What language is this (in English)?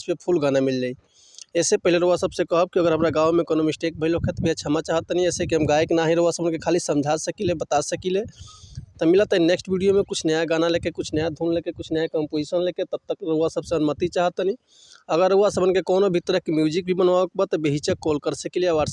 Bhojpuri